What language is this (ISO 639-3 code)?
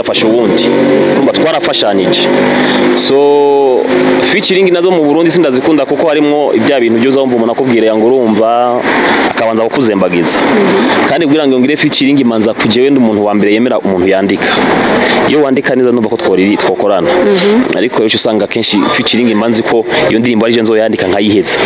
run